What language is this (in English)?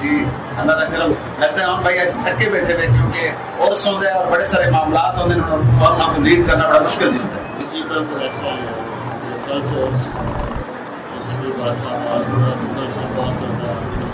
Saraiki